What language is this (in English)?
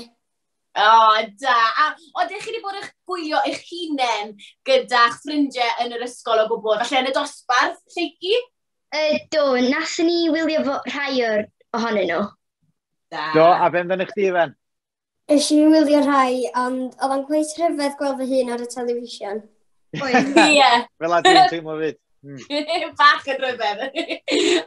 Welsh